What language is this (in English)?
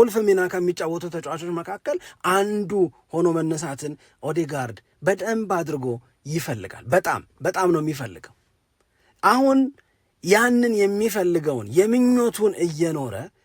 Amharic